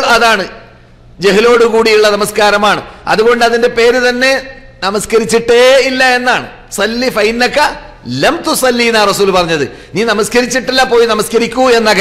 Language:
Malayalam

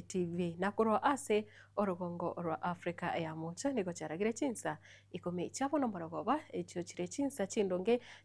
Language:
Gusii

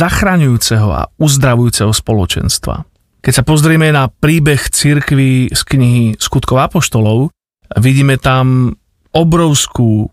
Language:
Slovak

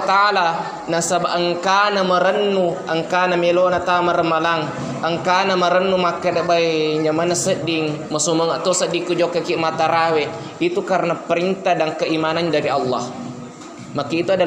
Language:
Buginese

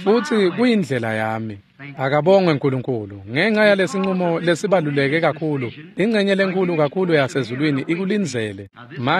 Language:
Swati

